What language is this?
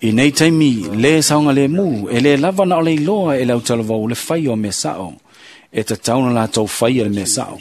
Samoan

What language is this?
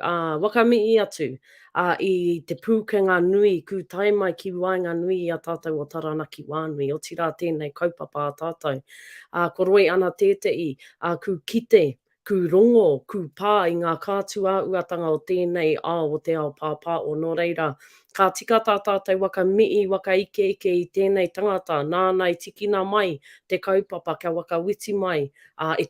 Māori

